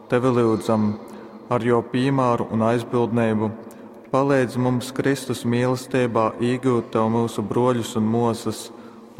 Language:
Latgalian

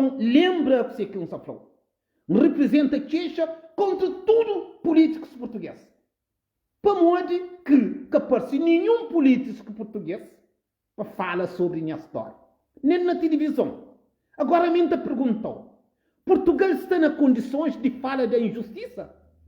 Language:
Kabuverdianu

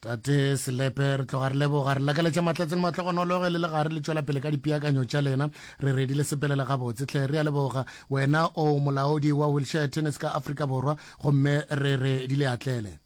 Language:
Northern Sotho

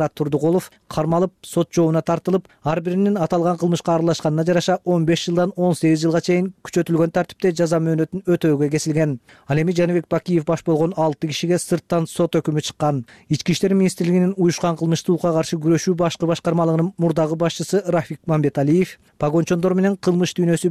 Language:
Kyrgyz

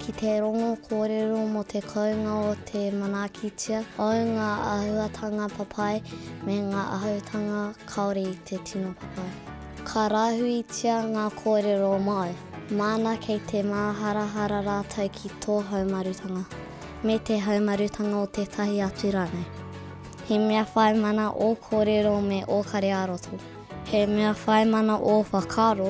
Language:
Māori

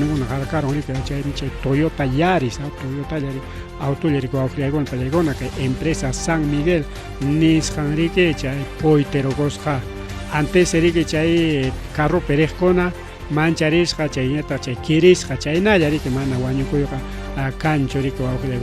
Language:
Ayacucho Quechua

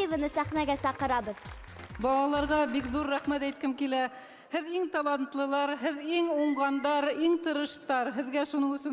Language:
Bashkir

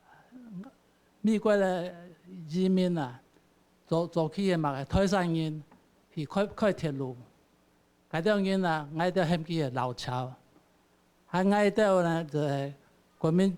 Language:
Hakka Chinese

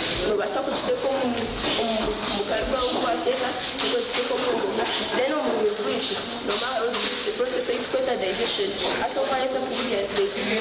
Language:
Nyankole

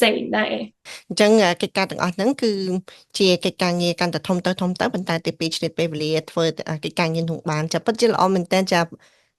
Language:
Khmer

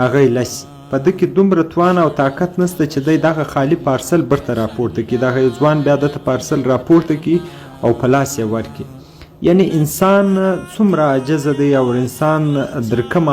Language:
Pashto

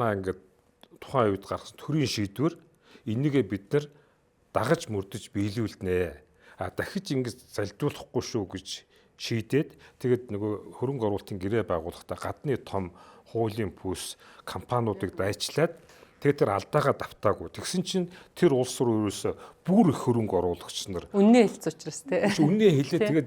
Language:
Mongolian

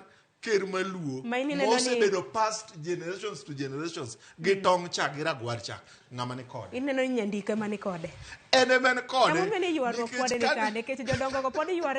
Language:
Luo (Kenya and Tanzania)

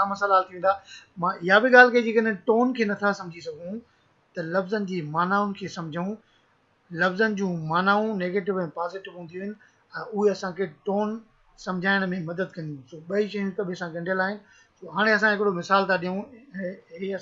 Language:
Sindhi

